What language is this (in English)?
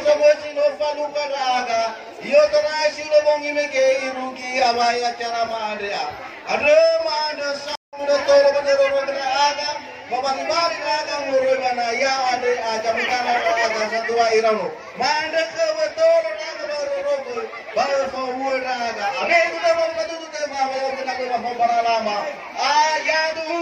Nias